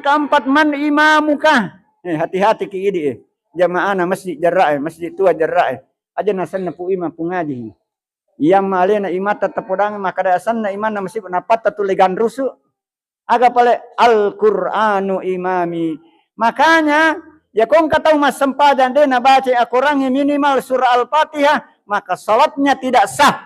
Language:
Buginese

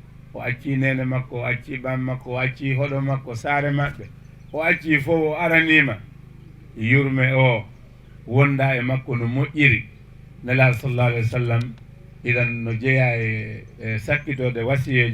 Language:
Fula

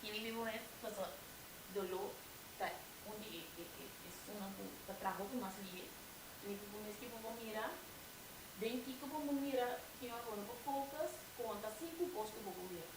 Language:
Papiamento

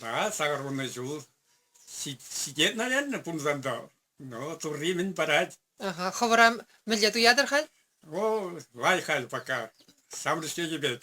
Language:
Chuvash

